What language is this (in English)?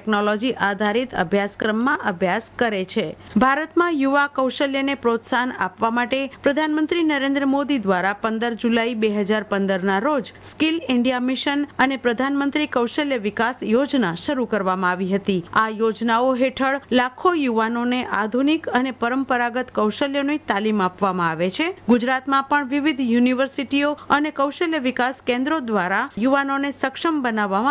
Gujarati